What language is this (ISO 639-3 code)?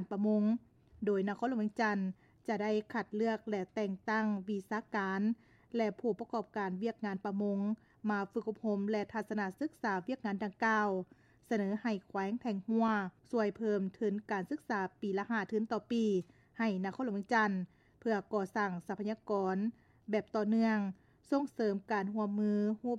lao